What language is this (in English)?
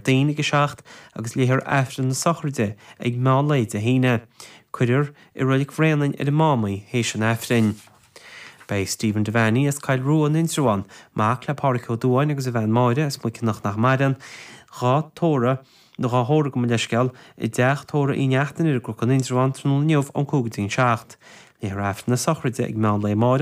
Irish